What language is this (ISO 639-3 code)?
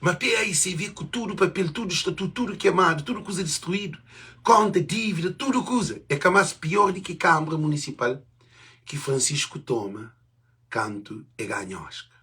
kea